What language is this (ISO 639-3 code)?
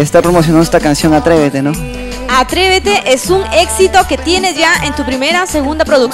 spa